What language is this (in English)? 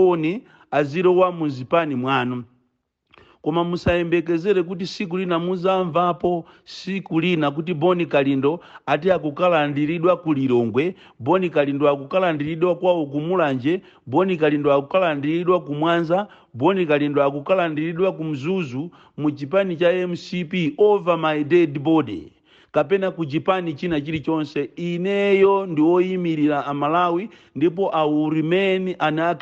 Nyanja